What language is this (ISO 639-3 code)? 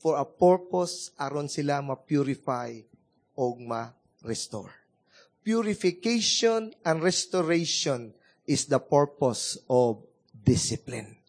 ceb